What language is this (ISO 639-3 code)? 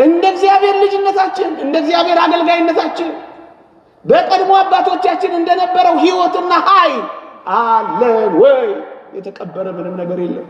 amh